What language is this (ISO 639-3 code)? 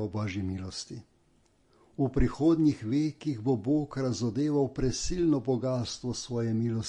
slv